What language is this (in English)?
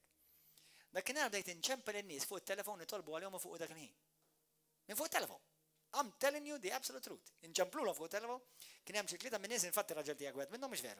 Maltese